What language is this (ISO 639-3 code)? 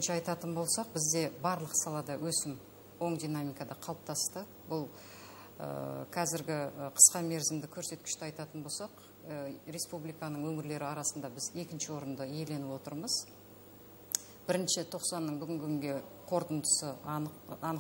kaz